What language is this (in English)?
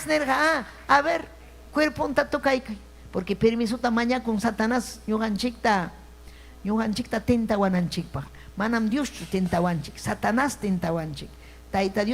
Ayacucho Quechua